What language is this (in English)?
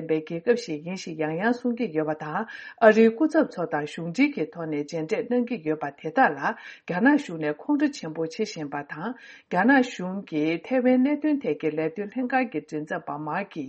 Tibetan